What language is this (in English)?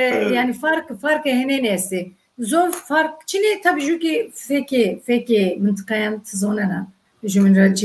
Zaza